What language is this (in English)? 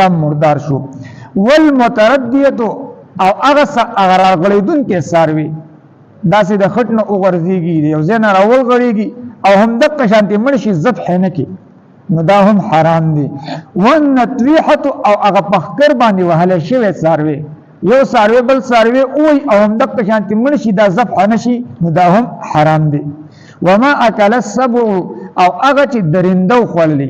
Pashto